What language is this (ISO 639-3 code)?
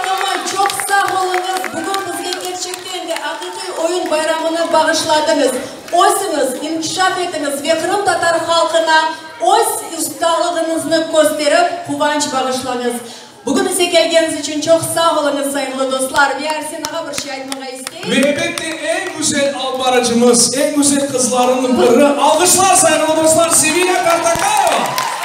crh